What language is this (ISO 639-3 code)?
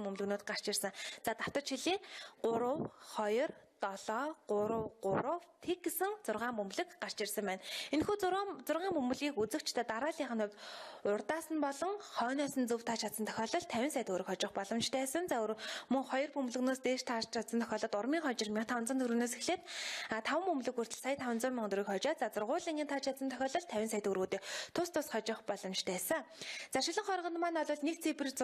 mon